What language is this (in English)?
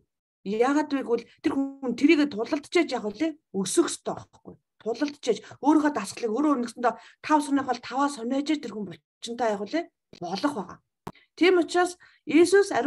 Mongolian